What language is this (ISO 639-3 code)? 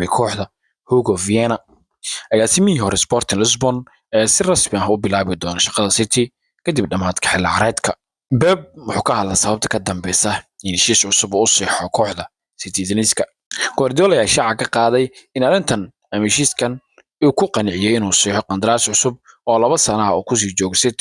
som